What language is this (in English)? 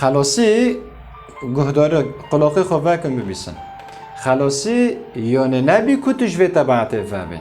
Kurdish